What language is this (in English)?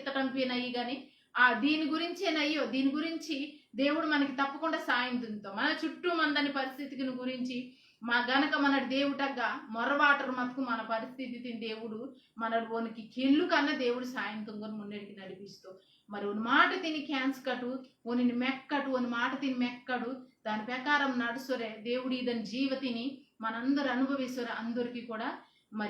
Koya